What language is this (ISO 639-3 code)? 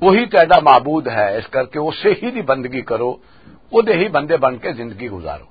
lah